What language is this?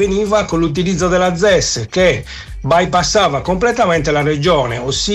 Italian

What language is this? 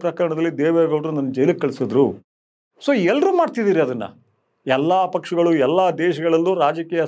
Kannada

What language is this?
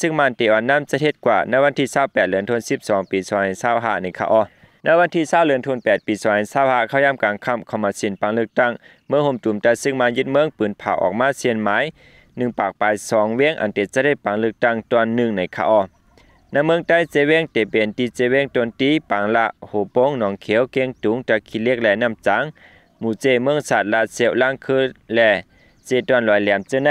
Shan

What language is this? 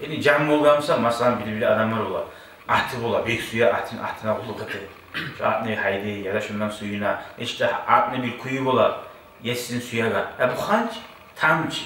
Kumyk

